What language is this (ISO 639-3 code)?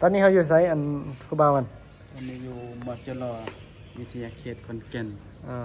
lao